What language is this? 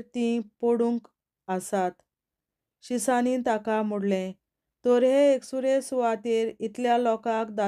Konkani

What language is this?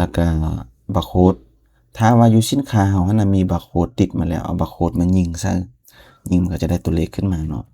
Lao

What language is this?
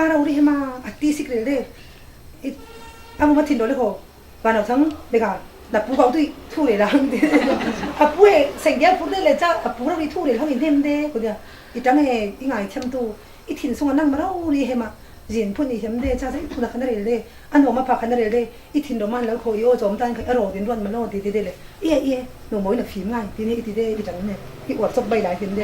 Falam Chin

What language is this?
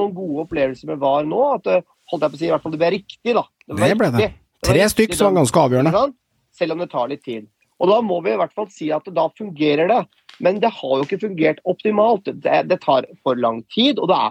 Norwegian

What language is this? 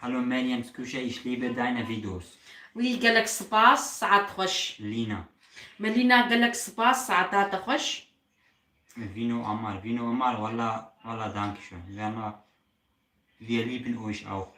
Kurdish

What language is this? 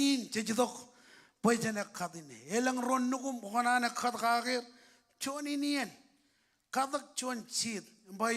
Marshallese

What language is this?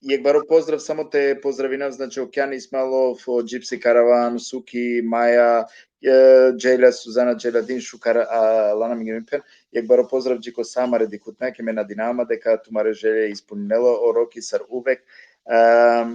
Balkan Romani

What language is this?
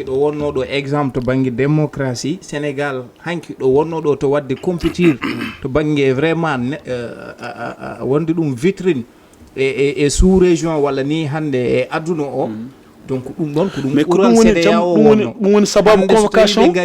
Fula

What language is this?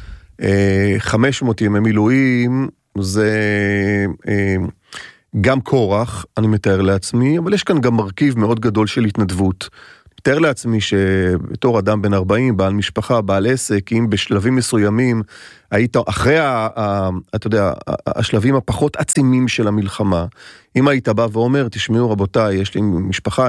Hebrew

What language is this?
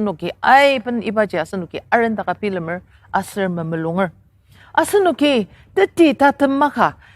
Ao Naga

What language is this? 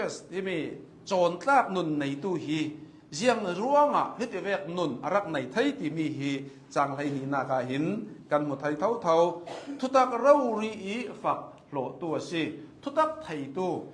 Hakha Chin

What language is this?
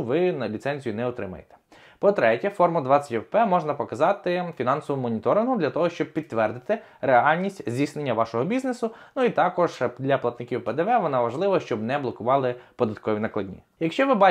Ukrainian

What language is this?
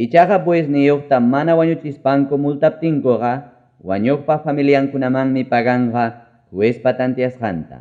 Ayacucho Quechua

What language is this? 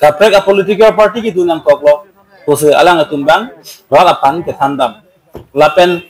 Karbi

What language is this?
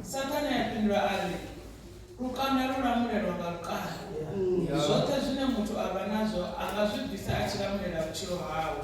Venda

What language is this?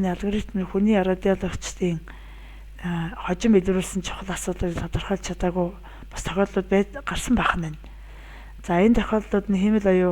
Mongolian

